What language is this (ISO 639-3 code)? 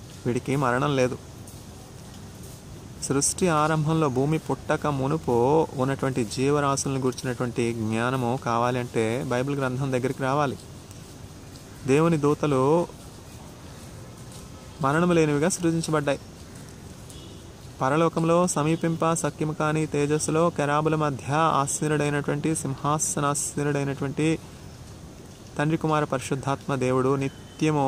tel